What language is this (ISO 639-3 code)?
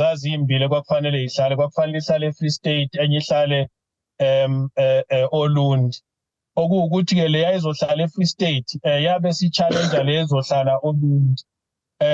zul